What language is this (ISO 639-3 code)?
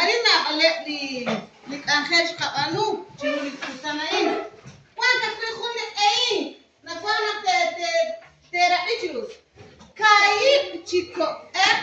kek